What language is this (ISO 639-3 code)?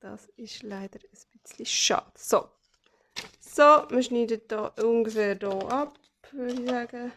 gsw